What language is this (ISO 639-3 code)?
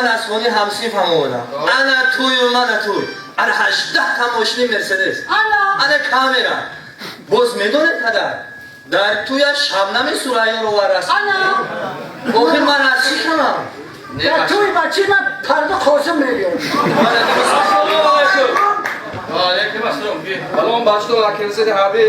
tgk